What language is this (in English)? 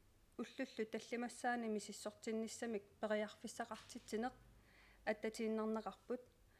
Kalaallisut